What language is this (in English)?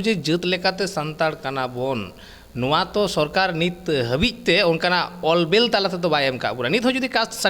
Santali